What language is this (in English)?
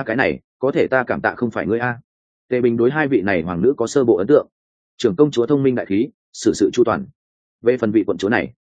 Vietnamese